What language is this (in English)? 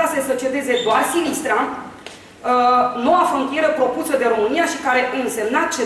Romanian